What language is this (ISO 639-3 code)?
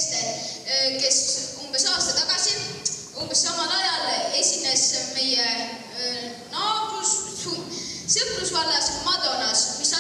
est